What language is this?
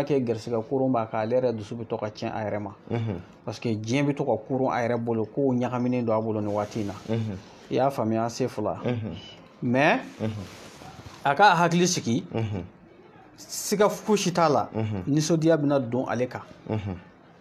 Bambara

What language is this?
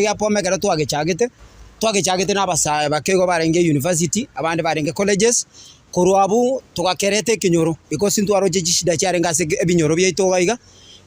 Gusii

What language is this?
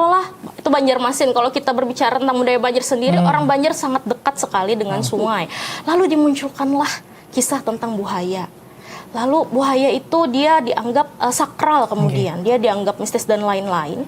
Banjar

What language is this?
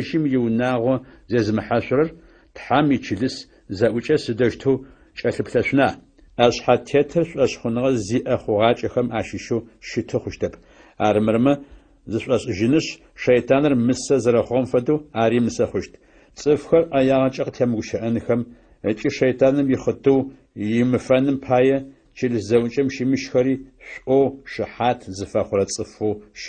Adyghe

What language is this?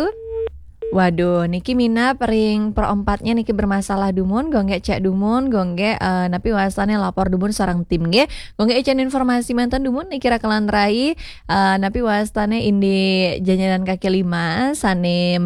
Balinese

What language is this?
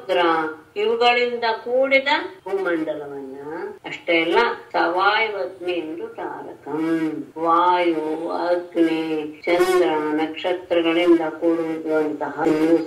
Kannada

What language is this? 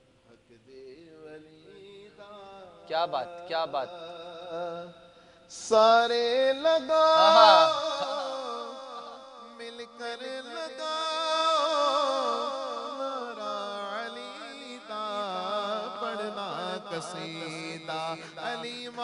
Urdu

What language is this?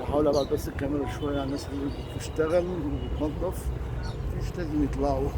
Egyptian Arabic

